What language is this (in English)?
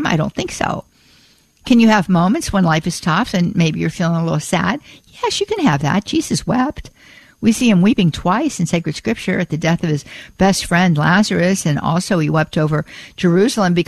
English